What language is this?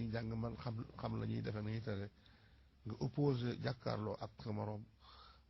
Wolof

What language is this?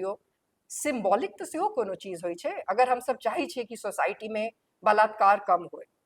Maithili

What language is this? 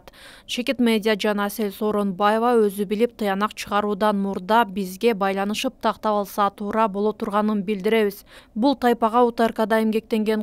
Kyrgyz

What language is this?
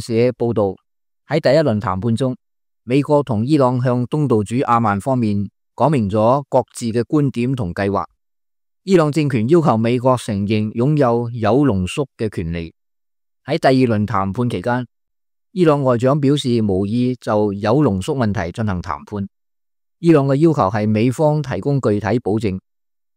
Cantonese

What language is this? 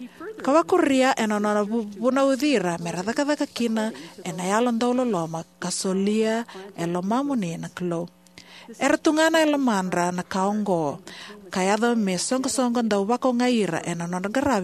Fijian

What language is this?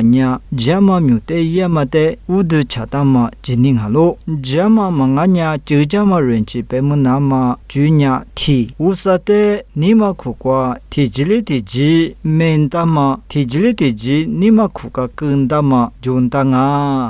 Lisu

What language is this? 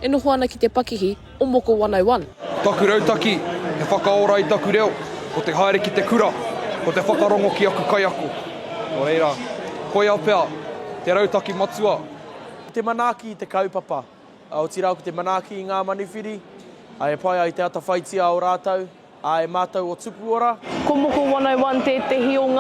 Māori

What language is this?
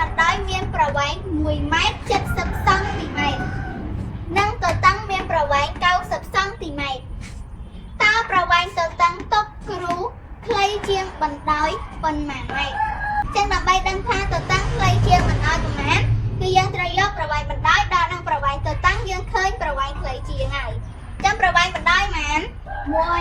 Khmer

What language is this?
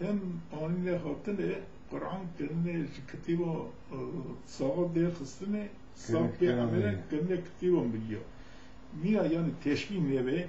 Kurdish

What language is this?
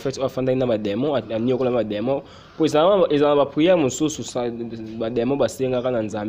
Lingala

